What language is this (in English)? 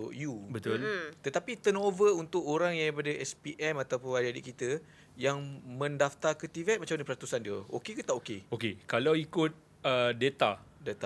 Malay